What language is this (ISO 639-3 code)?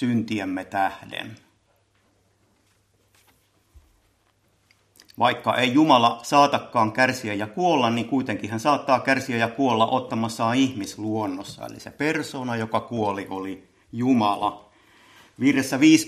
fin